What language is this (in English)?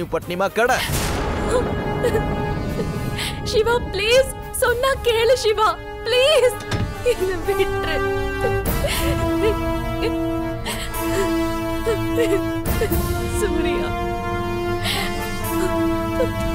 Tamil